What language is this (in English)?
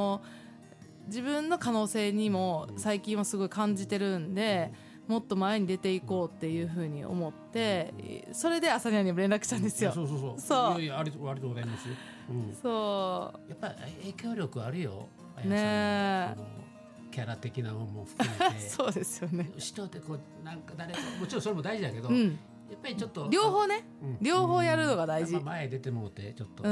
Japanese